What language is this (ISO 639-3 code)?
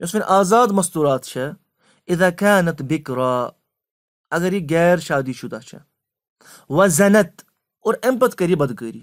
kas